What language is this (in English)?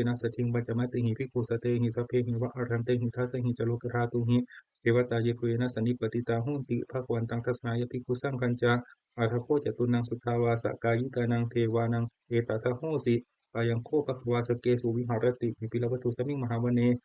Pali